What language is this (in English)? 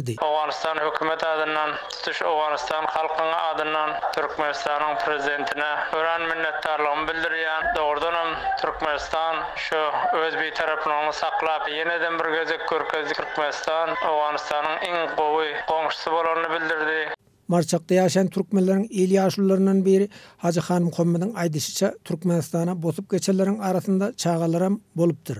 Turkmen